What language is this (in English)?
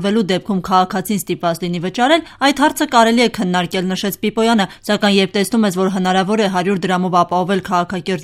Armenian